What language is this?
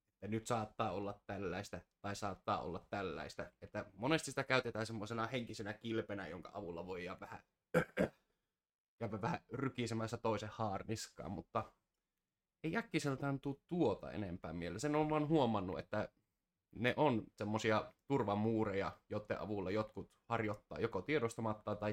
Finnish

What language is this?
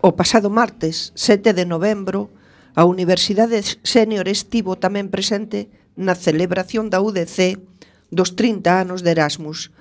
Galician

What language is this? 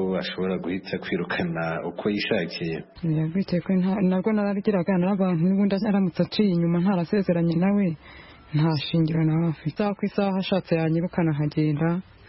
Kinyarwanda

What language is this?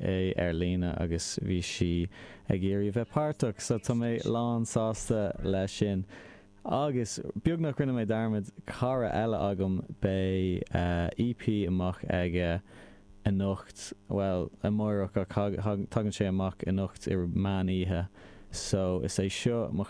Irish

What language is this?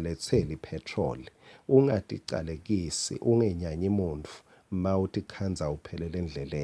Swati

